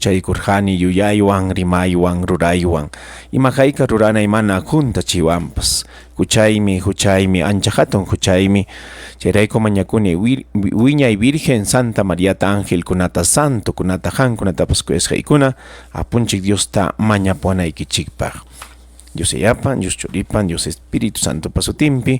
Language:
Ayacucho Quechua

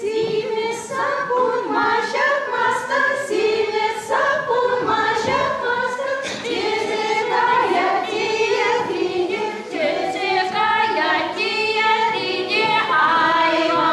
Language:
Chuvash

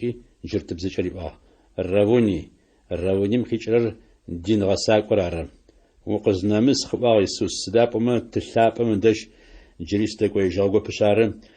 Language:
Adyghe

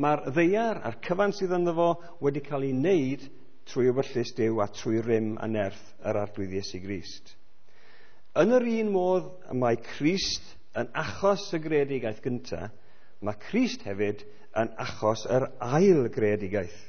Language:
Welsh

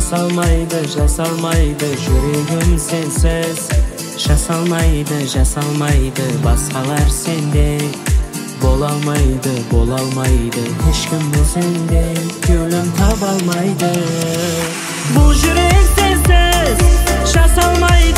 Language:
Kazakh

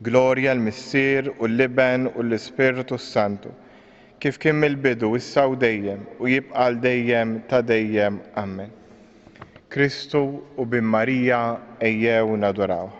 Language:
Maltese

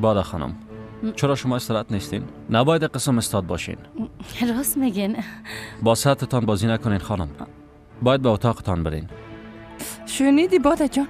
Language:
Persian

